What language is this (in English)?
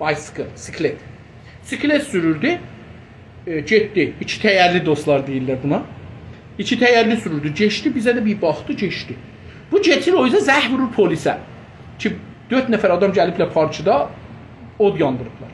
South Azerbaijani